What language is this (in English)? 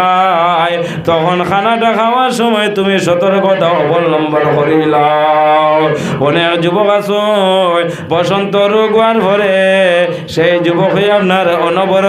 Sylheti